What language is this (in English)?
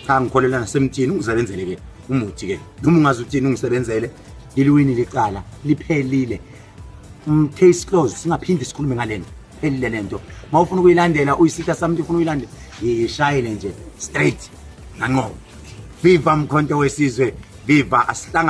Zulu